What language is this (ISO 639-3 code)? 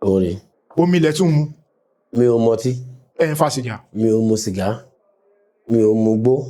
yor